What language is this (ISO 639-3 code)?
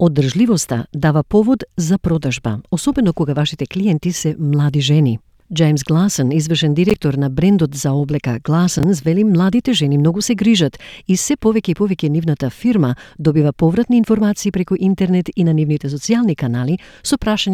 mkd